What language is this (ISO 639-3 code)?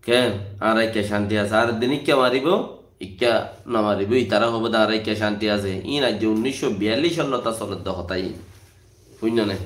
rhg